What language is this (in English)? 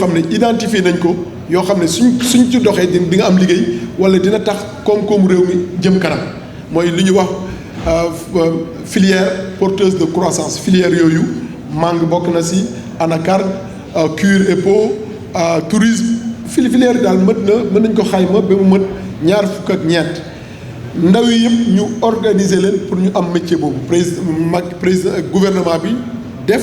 Wolof